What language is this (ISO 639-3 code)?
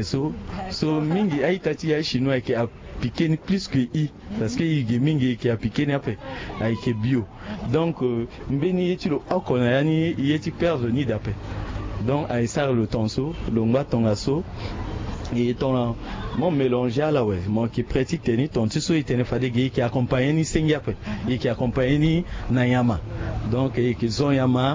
sag